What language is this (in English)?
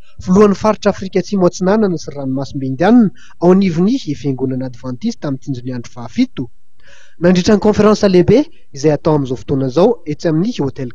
Malagasy